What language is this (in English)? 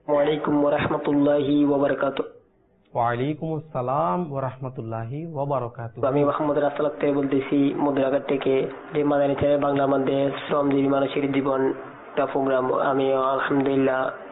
Bangla